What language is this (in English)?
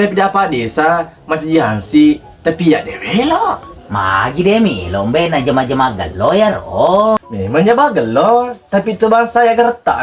Buginese